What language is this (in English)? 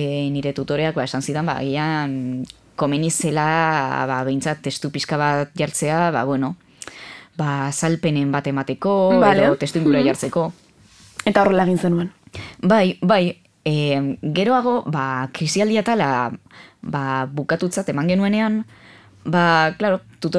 Basque